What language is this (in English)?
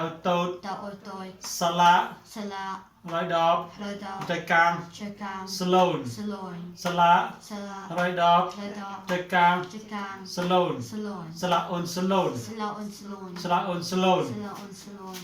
Mon